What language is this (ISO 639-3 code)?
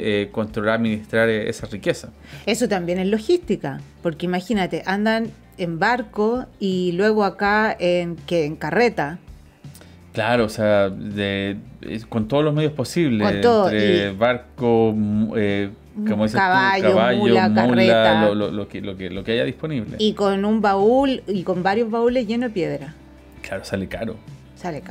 spa